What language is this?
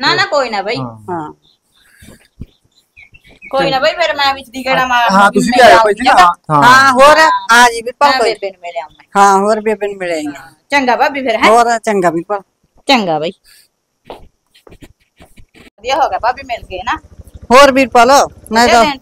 Punjabi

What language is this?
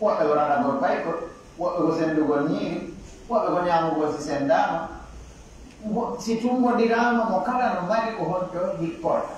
Pular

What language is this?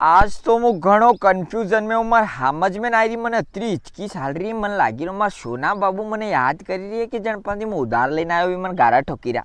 Rajasthani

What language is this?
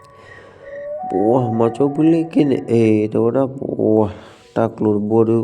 S'gaw Karen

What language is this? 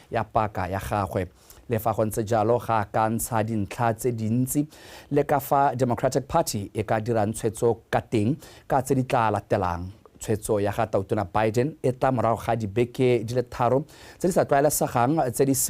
Tswana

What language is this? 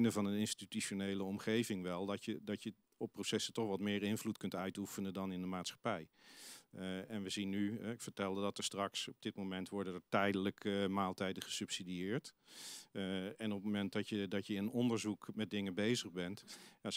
Dutch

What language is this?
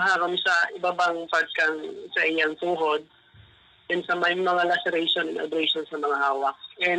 Bikol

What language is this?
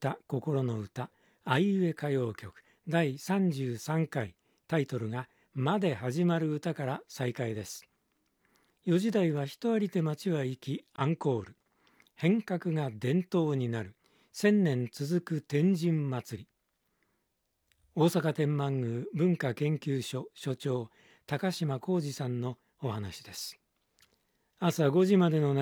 Japanese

